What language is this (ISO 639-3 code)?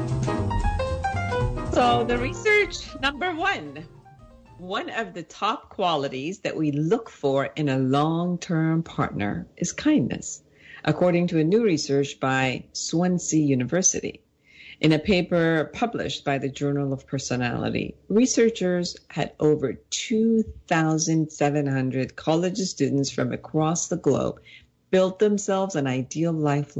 eng